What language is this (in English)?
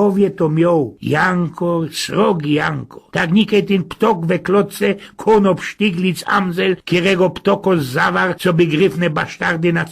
Silesian